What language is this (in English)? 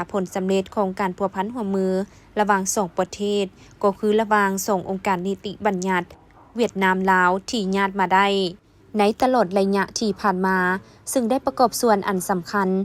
Lao